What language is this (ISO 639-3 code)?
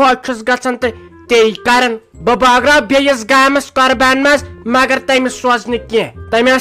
kas